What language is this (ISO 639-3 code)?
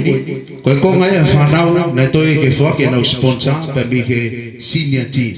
ton